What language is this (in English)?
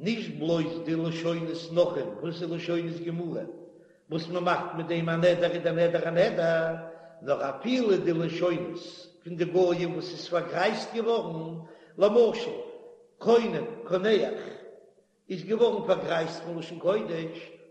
Yiddish